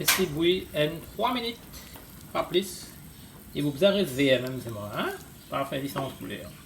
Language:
Morisyen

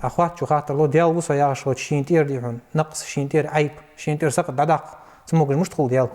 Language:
Ingush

